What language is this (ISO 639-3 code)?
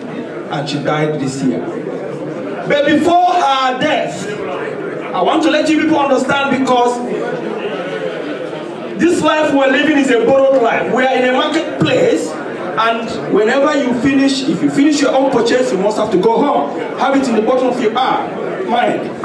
eng